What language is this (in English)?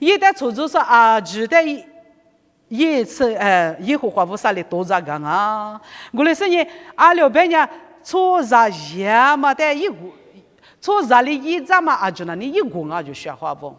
Lisu